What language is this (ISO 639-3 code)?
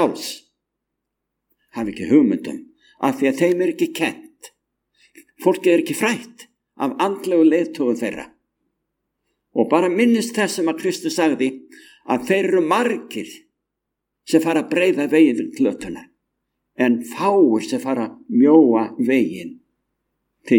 isl